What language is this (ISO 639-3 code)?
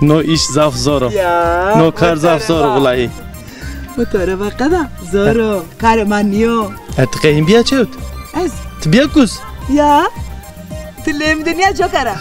zza